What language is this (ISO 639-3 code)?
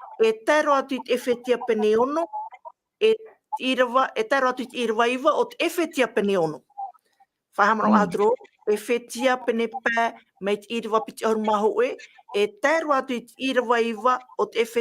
tah